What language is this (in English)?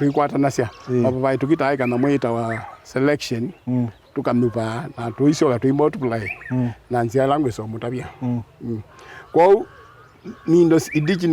Kamba